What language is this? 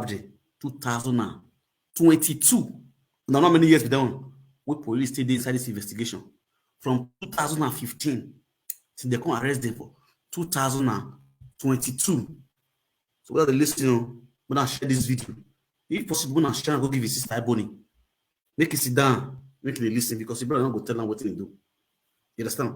Nigerian Pidgin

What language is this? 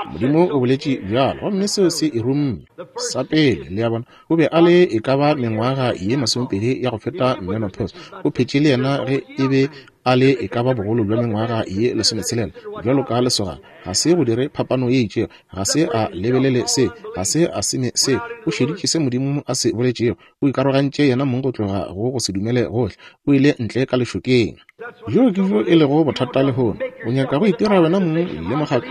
Northern Sotho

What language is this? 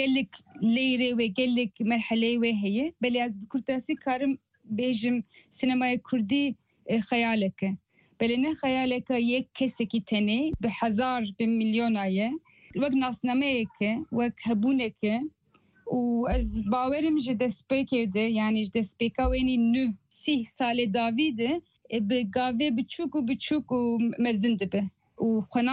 Kurdish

